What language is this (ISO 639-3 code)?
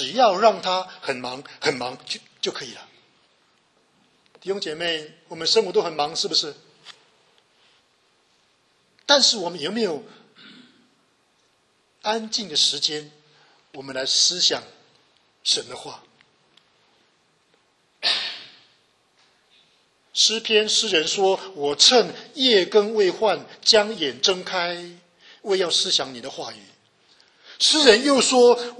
zho